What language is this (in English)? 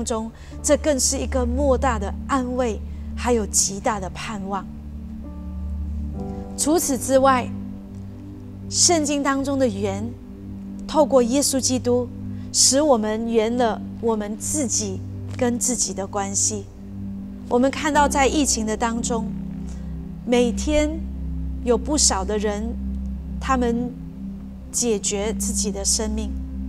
Chinese